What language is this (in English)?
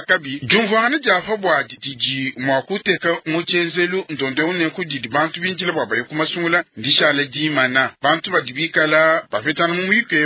Luba-Lulua